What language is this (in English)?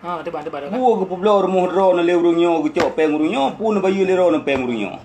Achinese